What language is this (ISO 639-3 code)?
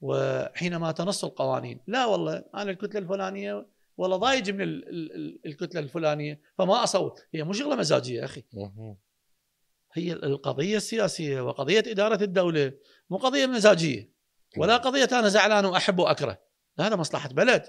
acm